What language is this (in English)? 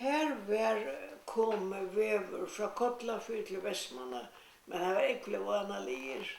Faroese